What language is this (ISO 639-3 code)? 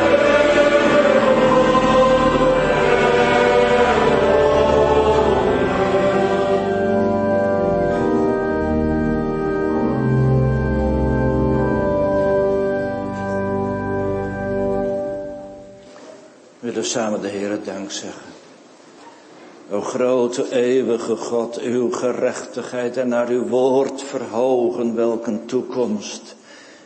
nld